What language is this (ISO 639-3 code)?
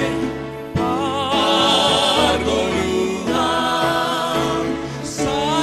bts